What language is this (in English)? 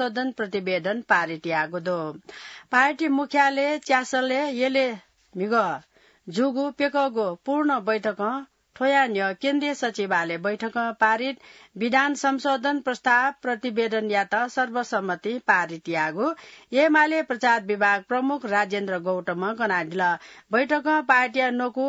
Newari